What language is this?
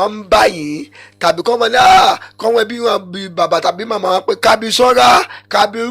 Yoruba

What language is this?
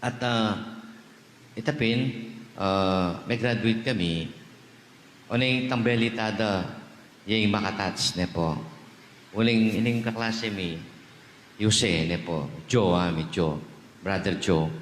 Pampanga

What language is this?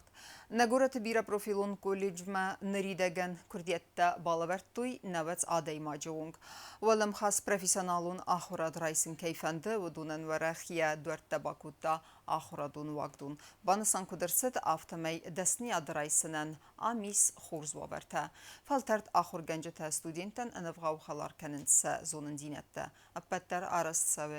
Ossetic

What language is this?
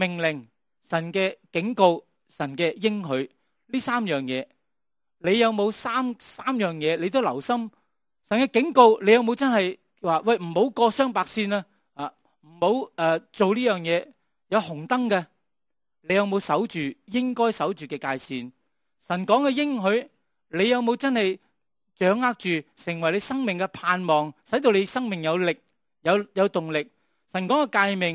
Cantonese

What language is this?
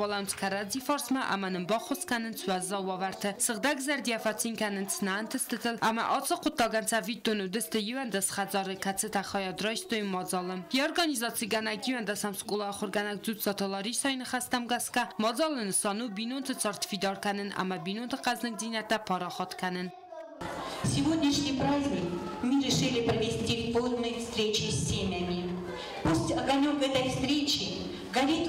Ossetic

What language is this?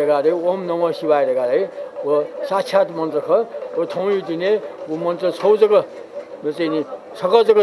Newari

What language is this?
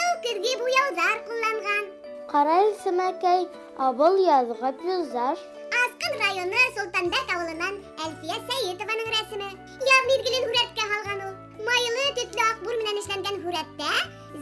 Bashkir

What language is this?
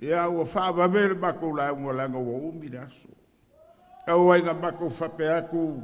Samoan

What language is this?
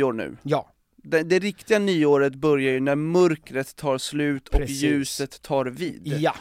Swedish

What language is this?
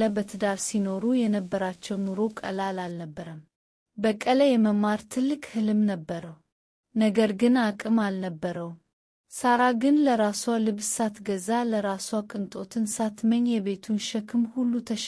Amharic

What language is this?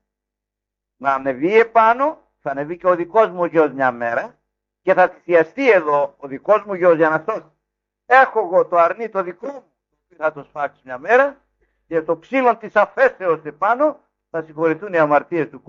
Greek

